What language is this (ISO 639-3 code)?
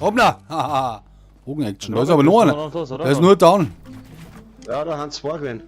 bar